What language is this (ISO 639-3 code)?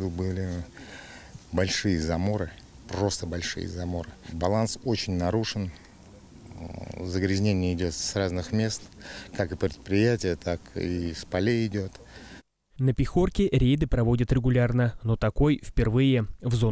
rus